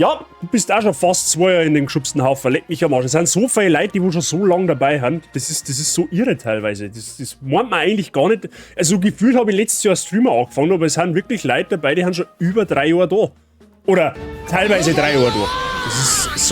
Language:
Bavarian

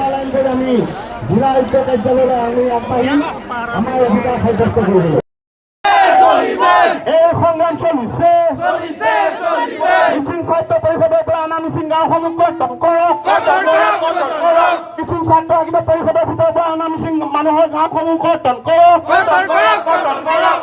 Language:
Assamese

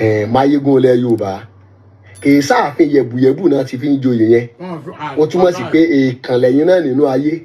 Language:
Yoruba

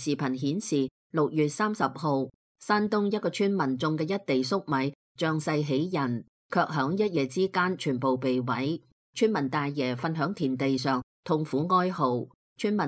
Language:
Cantonese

